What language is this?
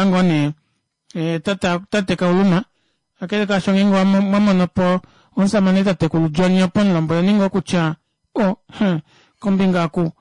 Kuanyama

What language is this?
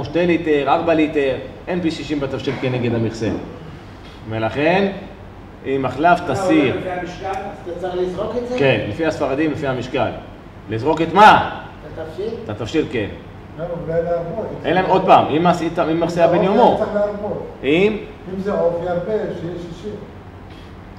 Hebrew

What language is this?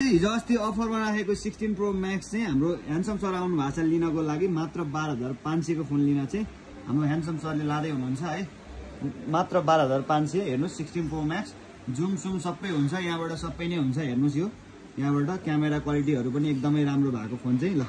Nepali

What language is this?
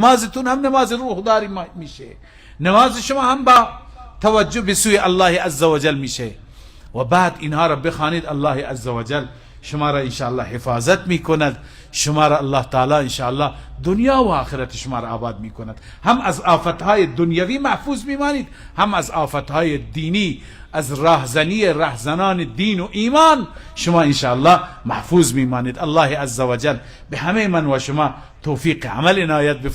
Persian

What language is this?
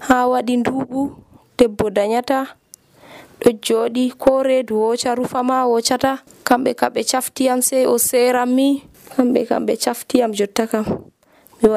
Nigerian Fulfulde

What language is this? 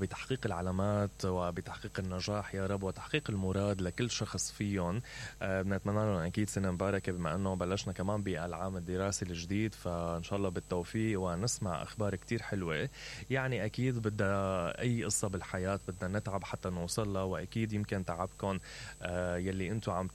Mesopotamian Arabic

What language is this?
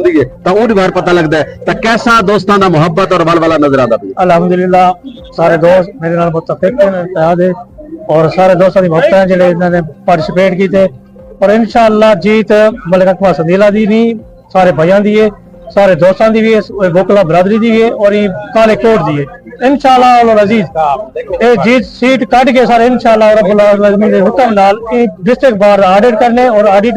Saraiki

